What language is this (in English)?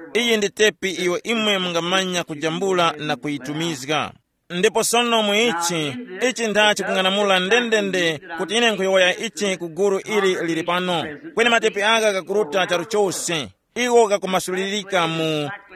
Tumbuka